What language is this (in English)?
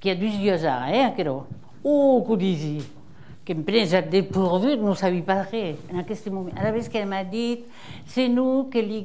Occitan